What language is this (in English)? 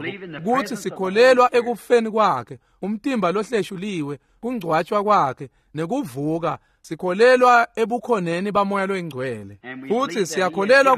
Swati